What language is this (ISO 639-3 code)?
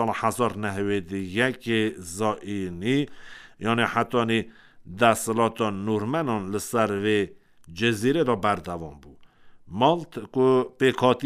kur